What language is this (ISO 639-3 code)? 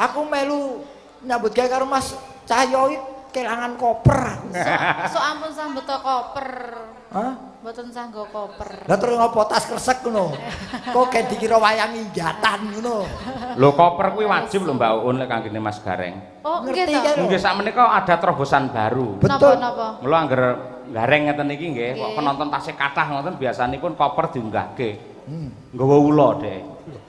jav